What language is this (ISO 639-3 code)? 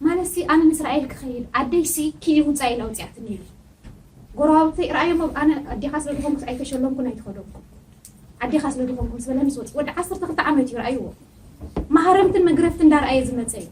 tir